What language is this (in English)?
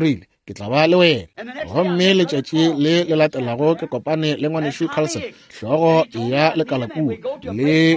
Northern Sotho